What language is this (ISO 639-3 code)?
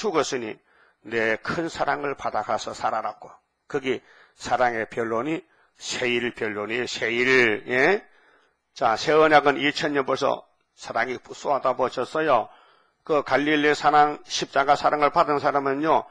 kor